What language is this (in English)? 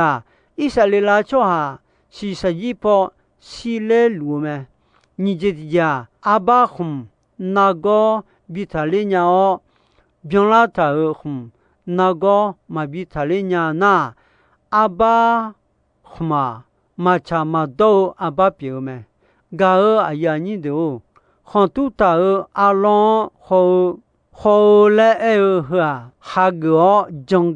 Akha